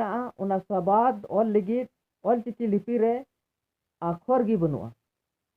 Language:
Santali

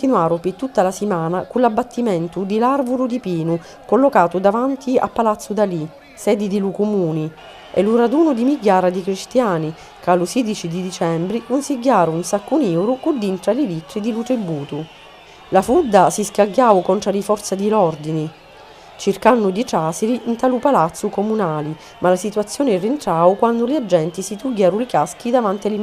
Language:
Sicilian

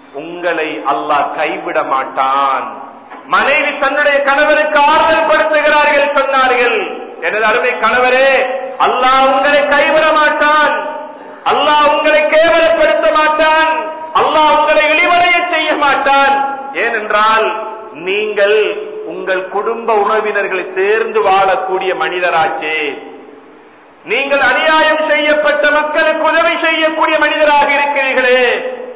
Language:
Tamil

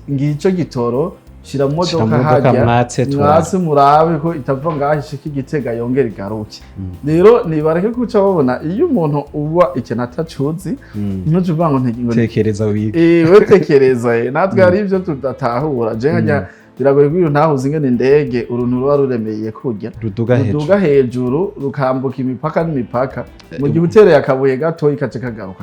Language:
Rundi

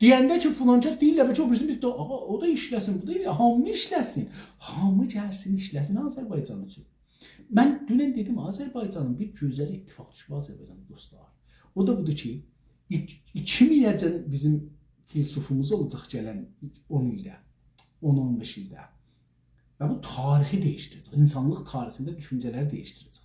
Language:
South Azerbaijani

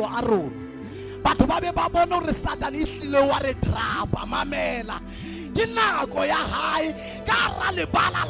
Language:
Southern Sotho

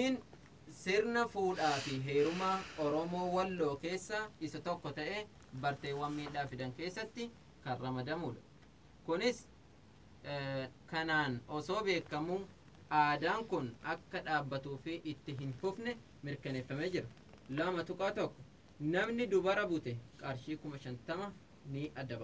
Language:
Oromo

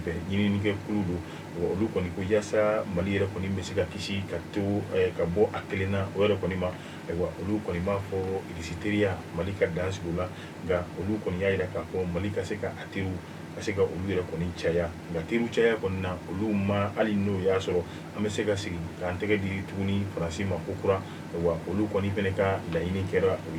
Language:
Bambara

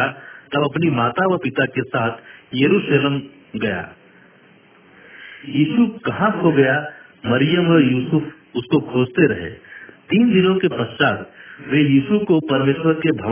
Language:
Hindi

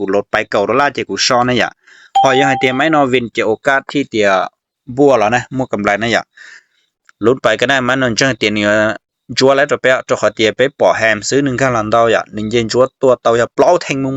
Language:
Hmong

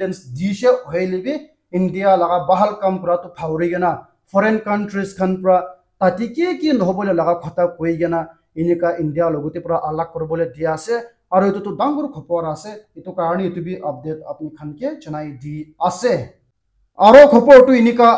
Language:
Naga Pidgin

